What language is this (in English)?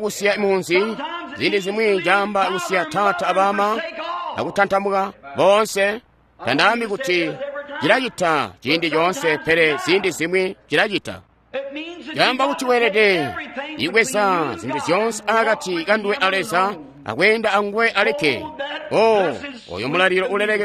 Tonga (Zambia)